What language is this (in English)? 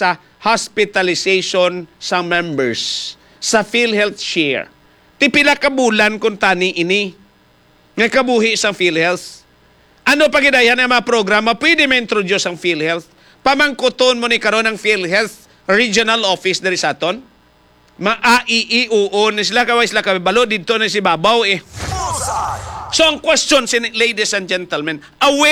Hiligaynon